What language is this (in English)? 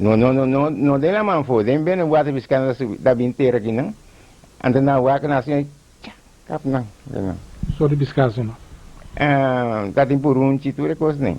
Papiamento